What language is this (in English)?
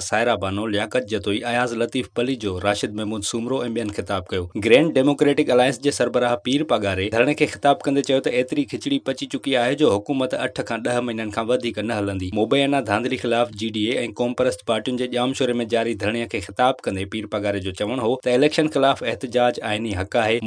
Sindhi